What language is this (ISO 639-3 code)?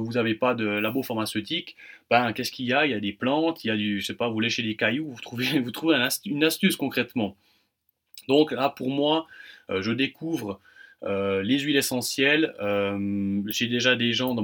fra